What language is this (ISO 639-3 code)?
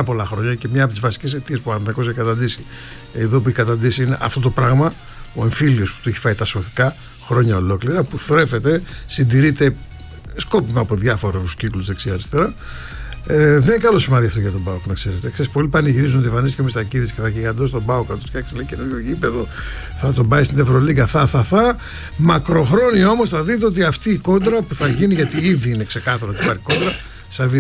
ell